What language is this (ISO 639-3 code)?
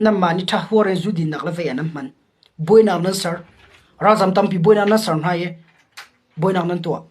cnh